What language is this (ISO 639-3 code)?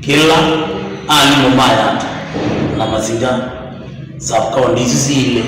kam